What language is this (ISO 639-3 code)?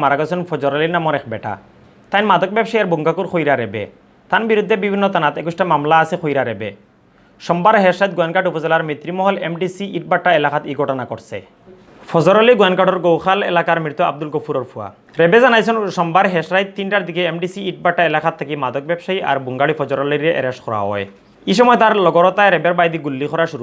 syl